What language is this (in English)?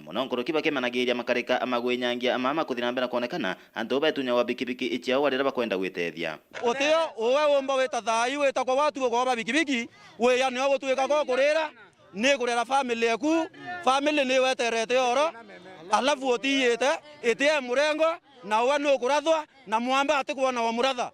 Meru